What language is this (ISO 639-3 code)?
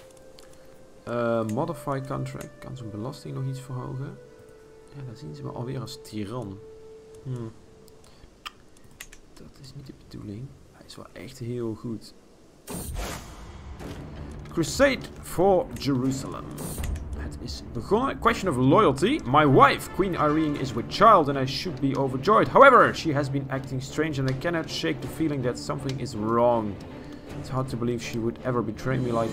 nld